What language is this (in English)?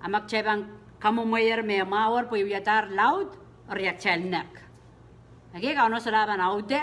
Pohnpeian